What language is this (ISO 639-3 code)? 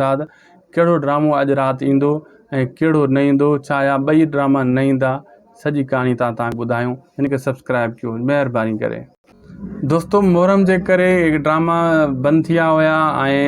snd